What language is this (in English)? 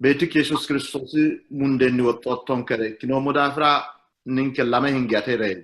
Sidamo